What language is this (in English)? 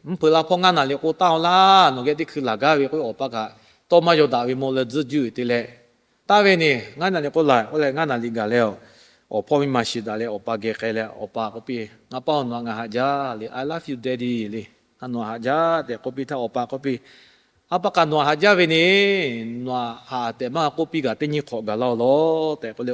Lahu